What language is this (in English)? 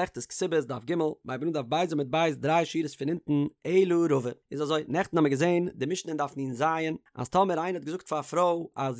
Yiddish